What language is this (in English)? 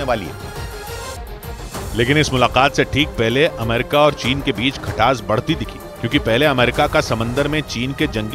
Hindi